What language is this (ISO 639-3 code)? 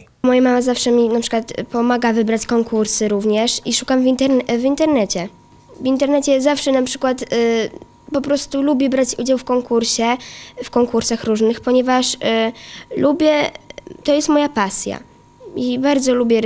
pol